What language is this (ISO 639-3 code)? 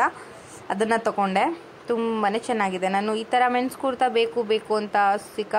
kan